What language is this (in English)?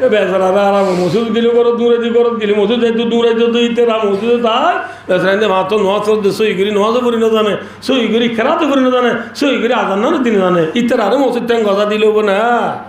Rohingya